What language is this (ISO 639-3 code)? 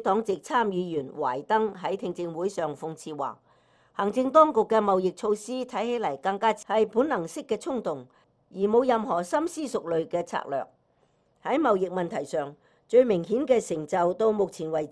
yue